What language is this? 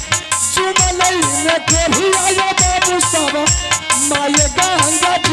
Maithili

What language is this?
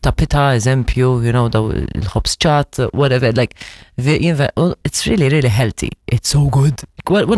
Maltese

